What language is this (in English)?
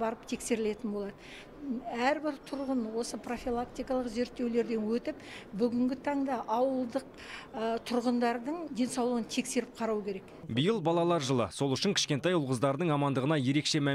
Kazakh